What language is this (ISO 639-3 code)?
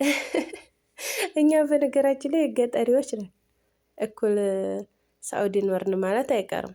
amh